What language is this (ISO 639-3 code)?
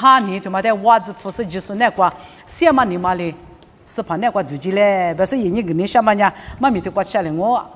lis